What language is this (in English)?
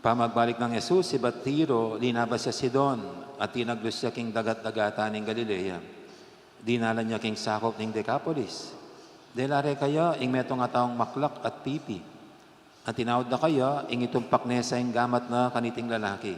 Pampanga